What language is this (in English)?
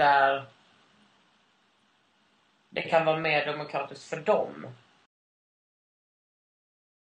Swedish